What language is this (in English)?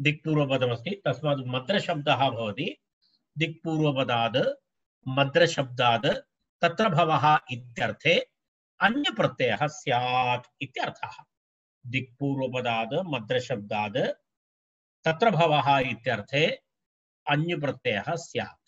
Sanskrit